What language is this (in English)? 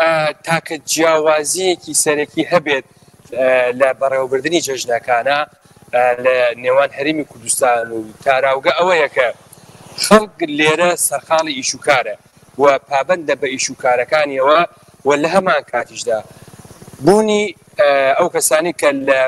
Central Kurdish